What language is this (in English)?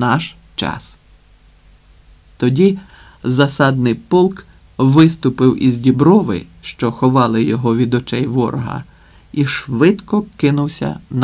Ukrainian